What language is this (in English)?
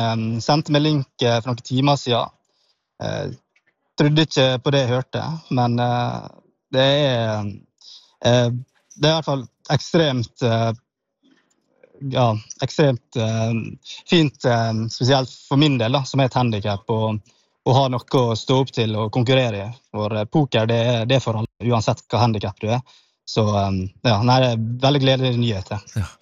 Norwegian